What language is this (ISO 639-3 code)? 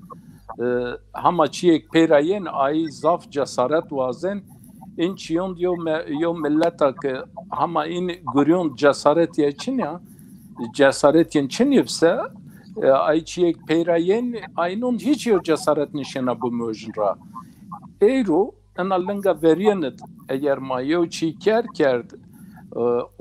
zza